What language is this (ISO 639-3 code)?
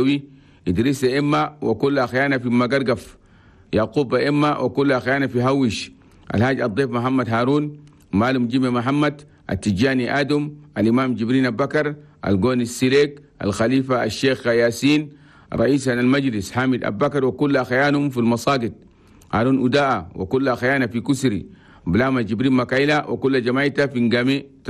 shu